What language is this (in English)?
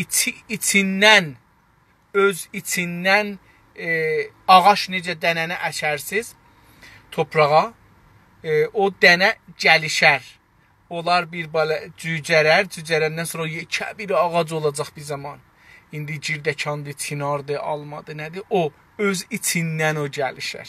South Azerbaijani